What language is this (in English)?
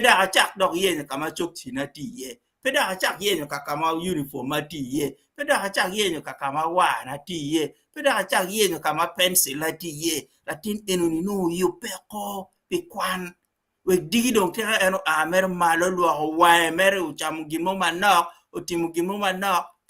Acoli